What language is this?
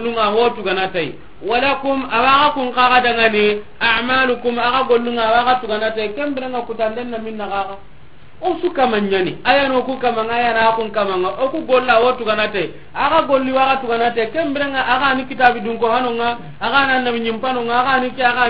Soninke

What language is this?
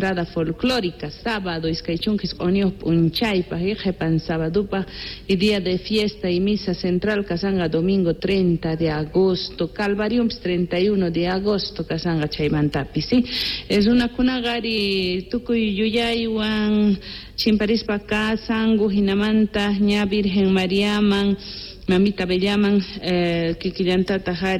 Quechua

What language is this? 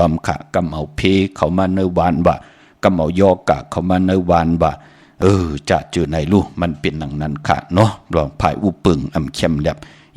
Shan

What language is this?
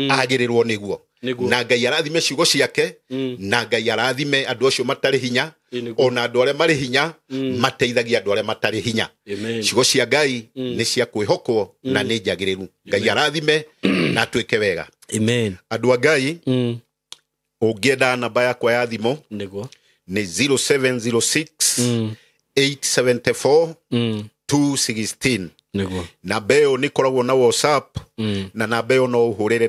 Kikuyu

